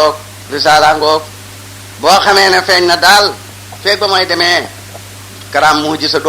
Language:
Wolof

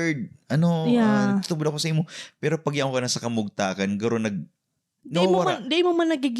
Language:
Bikol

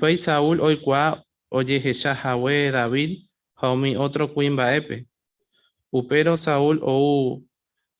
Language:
Guarani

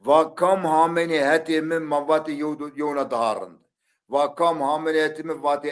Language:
Zaza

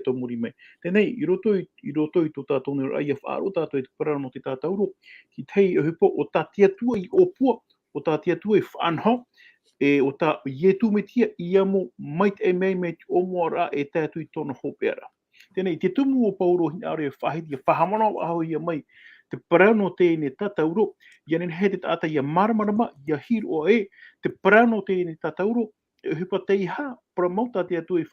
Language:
Tahitian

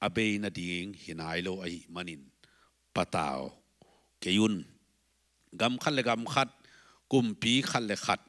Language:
Tedim Chin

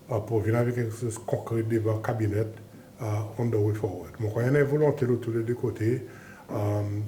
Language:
Seselwa Creole French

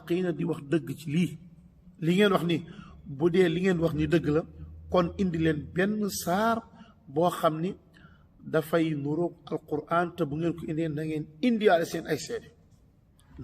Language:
Wolof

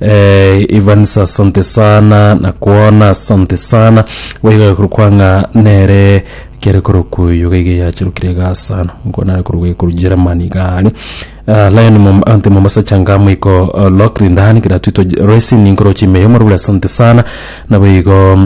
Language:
Gusii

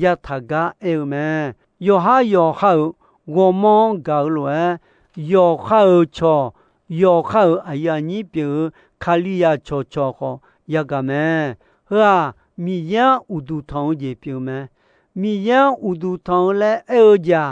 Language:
Akha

